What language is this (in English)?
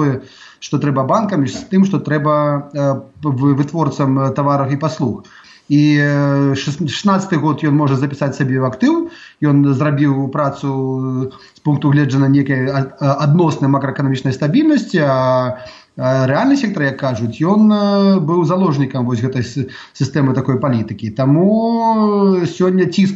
Belarusian